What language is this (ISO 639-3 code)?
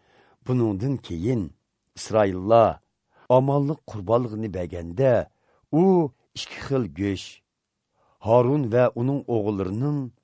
uig